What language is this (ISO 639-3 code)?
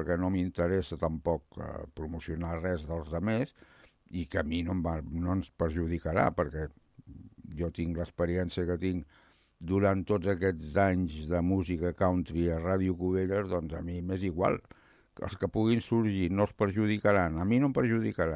cat